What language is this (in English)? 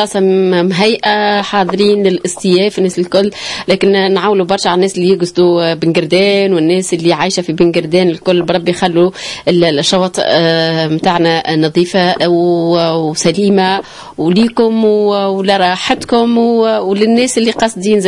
Tunisian Arabic